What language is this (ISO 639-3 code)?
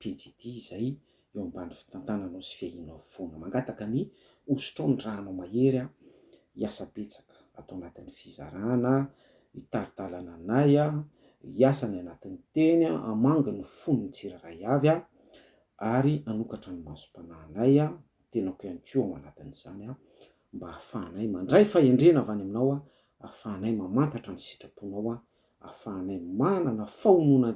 mlg